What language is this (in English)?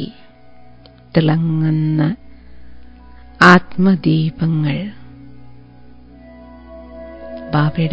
Malayalam